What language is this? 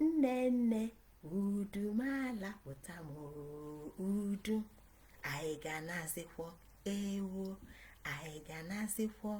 Igbo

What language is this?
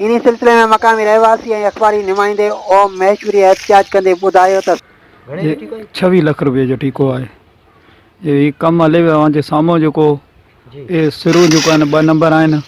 Sindhi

